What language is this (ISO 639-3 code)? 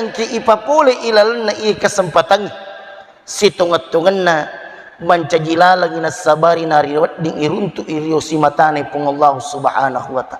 bug